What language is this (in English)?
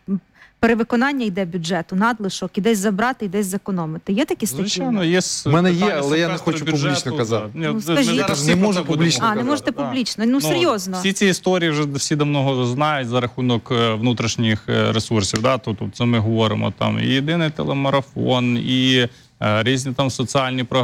Ukrainian